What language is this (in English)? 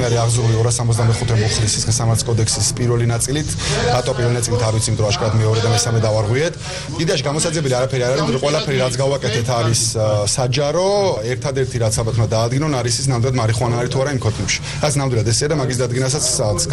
Georgian